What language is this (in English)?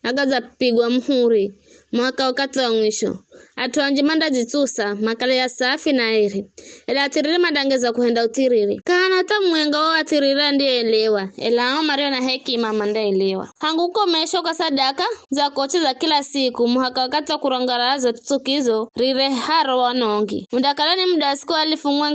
Giryama